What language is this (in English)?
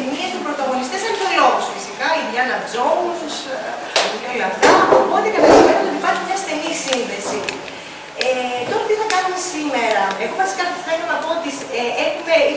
Greek